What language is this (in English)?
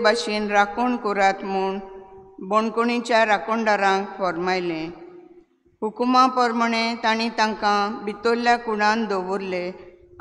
Konkani